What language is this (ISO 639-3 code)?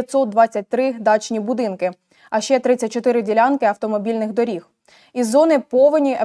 ukr